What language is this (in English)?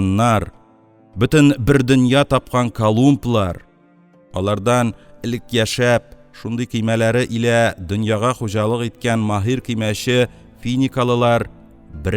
Tatar